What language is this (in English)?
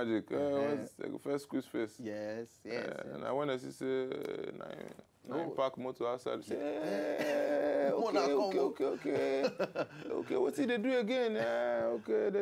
Nigerian Pidgin